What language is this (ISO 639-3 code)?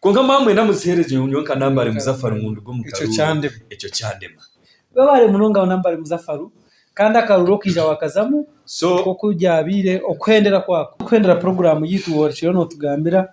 nyn